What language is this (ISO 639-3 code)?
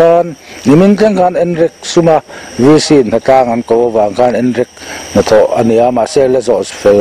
lus